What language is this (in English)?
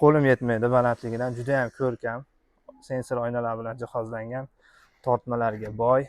Uzbek